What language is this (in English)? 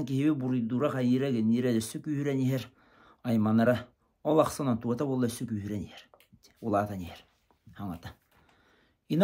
Yakut